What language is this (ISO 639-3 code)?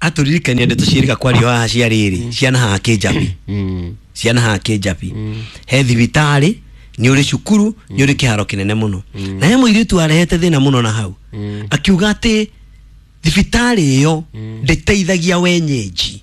kik